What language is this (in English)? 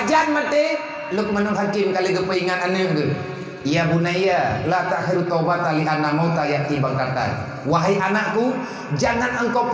Achinese